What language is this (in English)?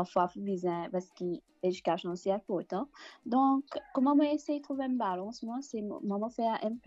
Morisyen